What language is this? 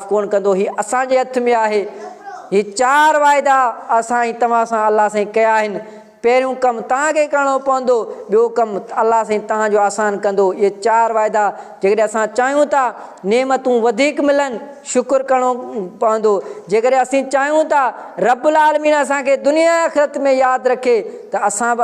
Sindhi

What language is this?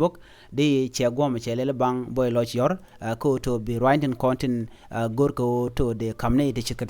Nuer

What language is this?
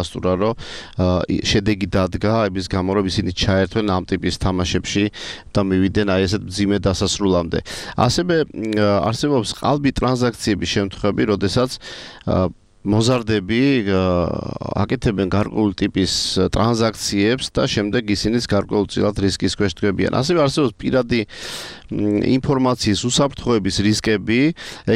Georgian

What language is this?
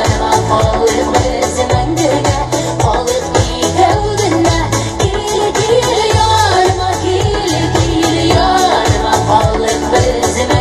Tatar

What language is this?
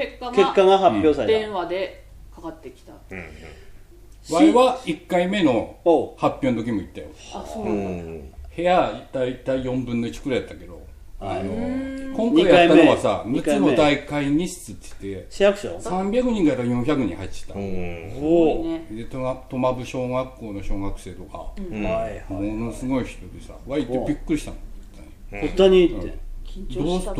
Japanese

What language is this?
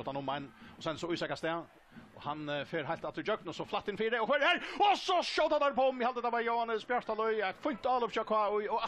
Faroese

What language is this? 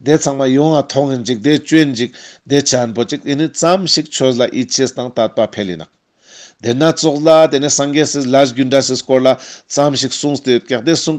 Ladakhi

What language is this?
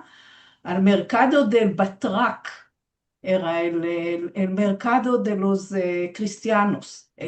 Ladino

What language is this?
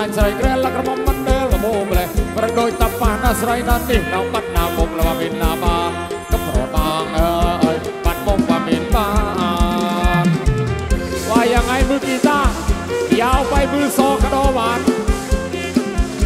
Thai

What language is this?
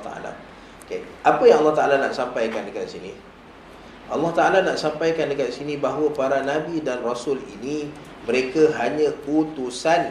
Malay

